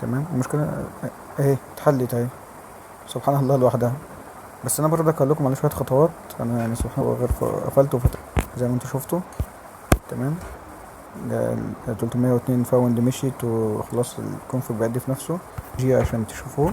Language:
Egyptian Arabic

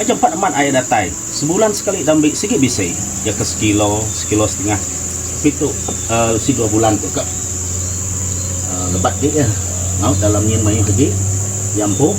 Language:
Iban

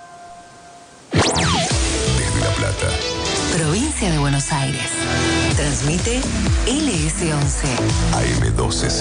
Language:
Spanish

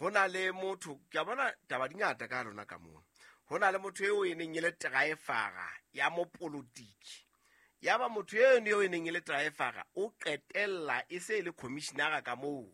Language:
Southern Sotho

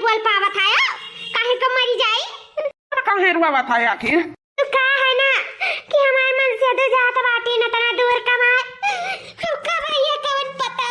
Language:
Awadhi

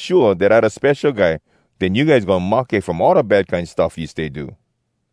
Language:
Hawai'i Creole English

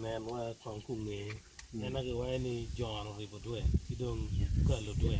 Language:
Acoli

